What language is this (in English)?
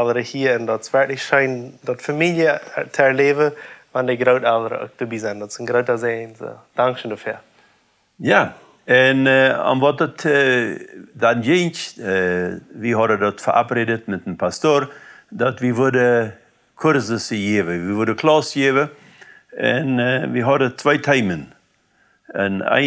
Plautdietsch